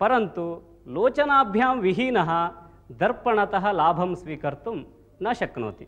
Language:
Sanskrit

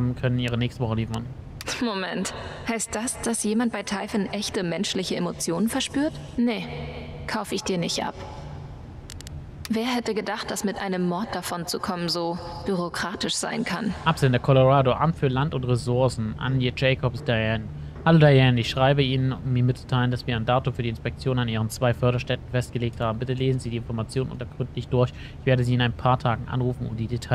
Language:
German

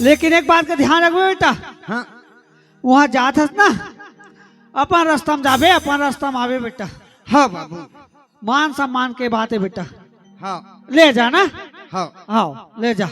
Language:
Chhattisgarhi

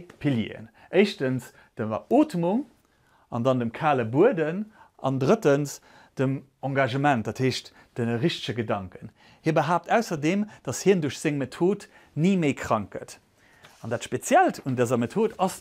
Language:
Luxembourgish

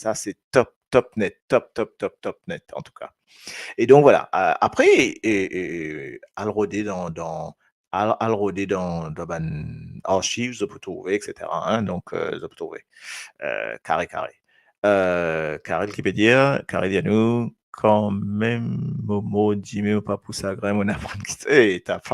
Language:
Morisyen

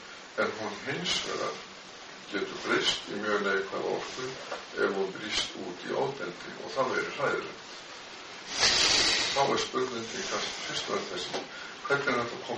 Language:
Icelandic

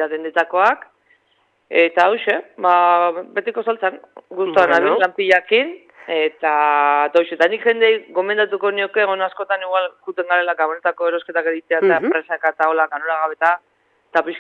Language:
Basque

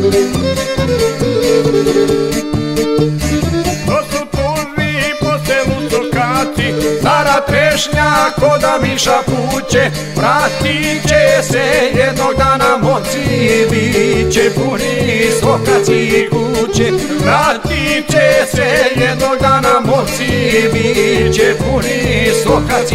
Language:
Croatian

